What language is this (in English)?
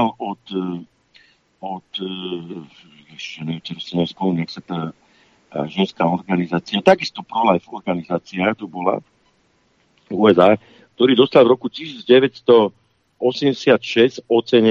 Slovak